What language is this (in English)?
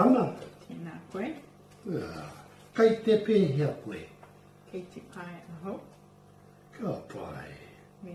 Māori